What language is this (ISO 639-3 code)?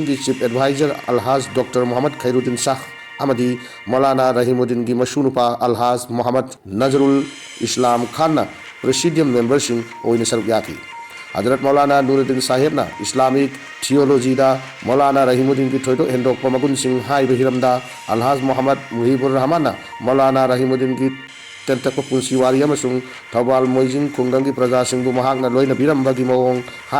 mni